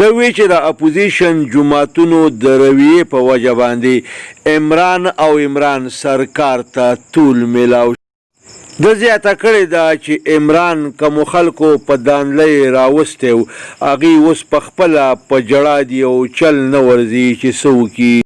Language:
Pashto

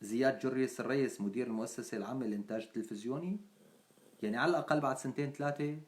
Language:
North Levantine Arabic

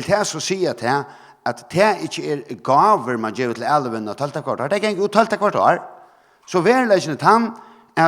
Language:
Faroese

